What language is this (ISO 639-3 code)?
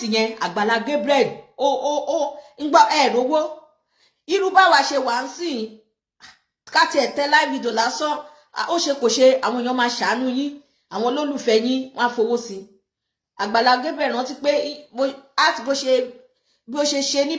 yor